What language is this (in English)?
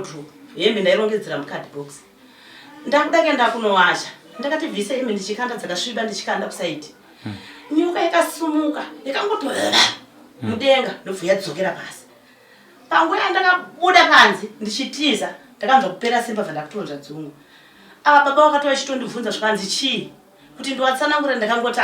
Shona